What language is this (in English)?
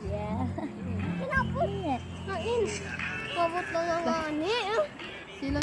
Waray